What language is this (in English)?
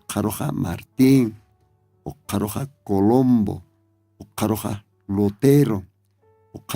Aymara